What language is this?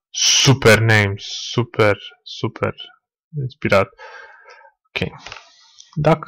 Romanian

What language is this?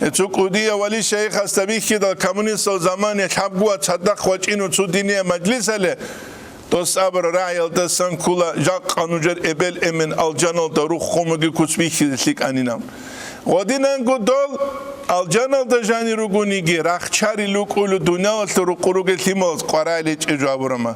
Avaric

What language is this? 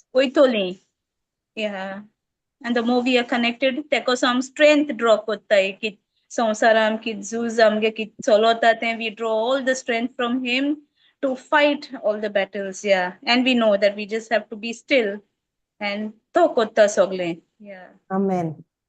Konkani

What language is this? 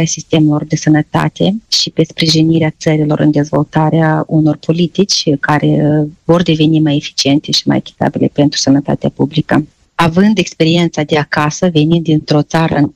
Romanian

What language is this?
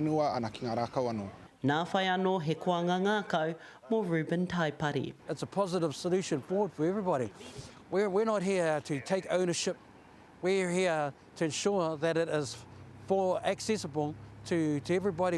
Māori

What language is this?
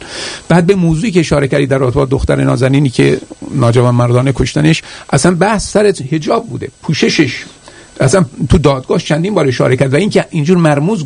Persian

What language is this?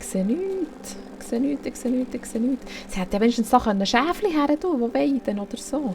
Swiss German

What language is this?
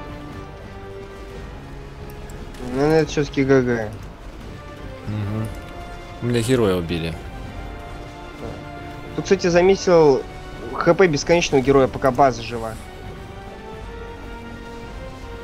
Russian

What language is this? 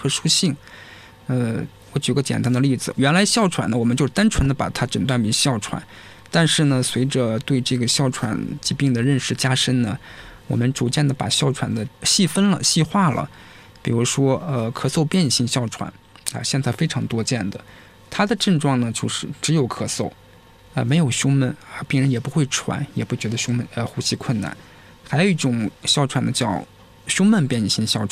Chinese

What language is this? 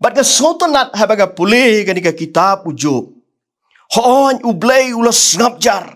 Khasi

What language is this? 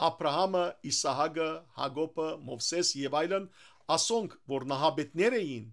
Western Armenian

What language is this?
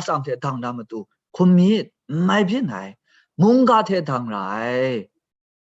Kachin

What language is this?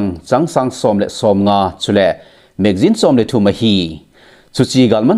Thado Chin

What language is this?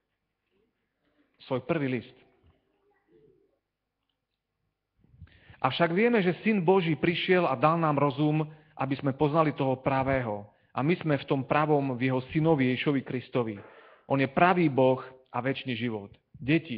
Slovak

